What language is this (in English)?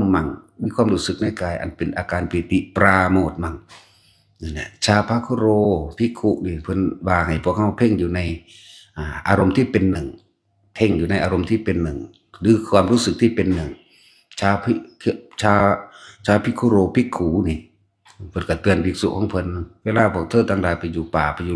Northeastern Thai